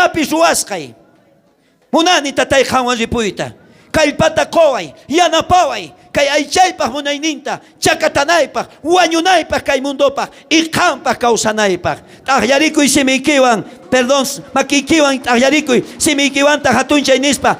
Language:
South Bolivian Quechua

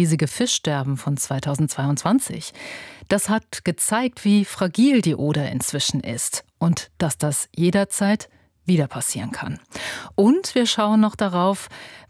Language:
German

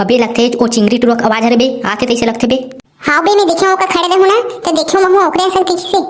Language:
Chhattisgarhi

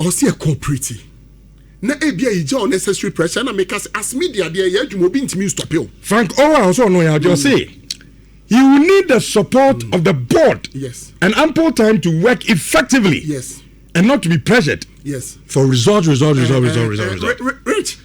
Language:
Akan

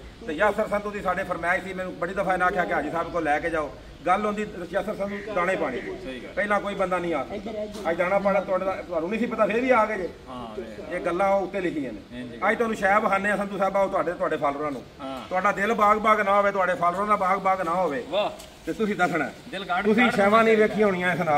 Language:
Punjabi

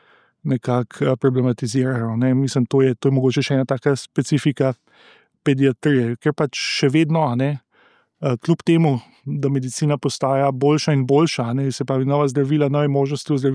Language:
Slovenian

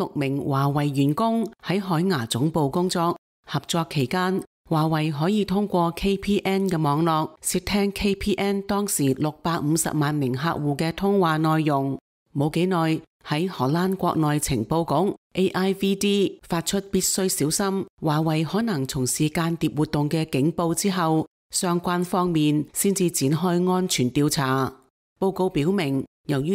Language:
Cantonese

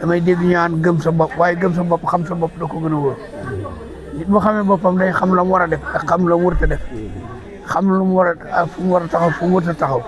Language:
Wolof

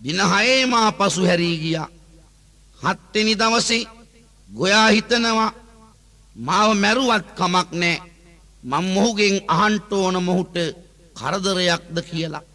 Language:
Sinhala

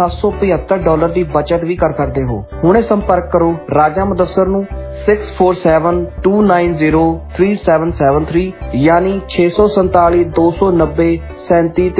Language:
Punjabi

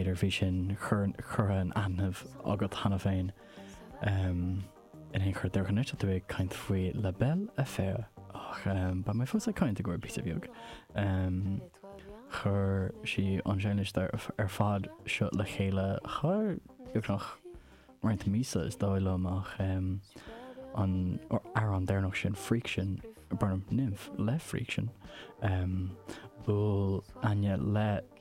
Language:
Irish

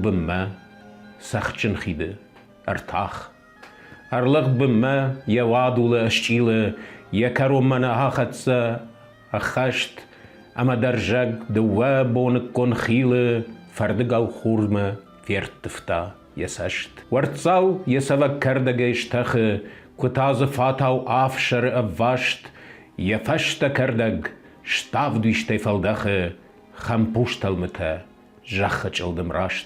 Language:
Ossetic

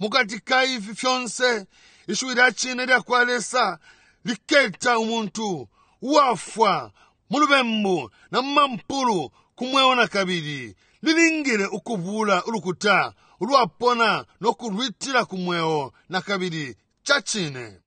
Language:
Bemba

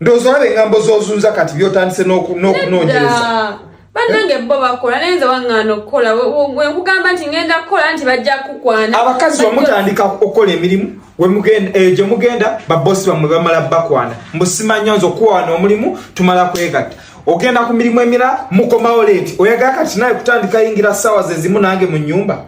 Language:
Ganda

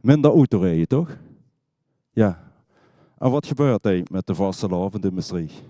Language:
Limburgish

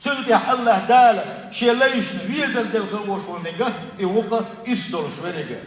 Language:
Chechen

